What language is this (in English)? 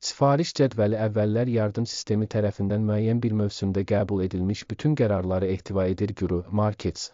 Azerbaijani